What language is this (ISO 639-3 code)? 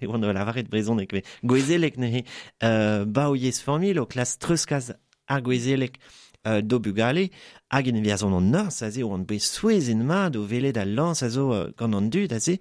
bre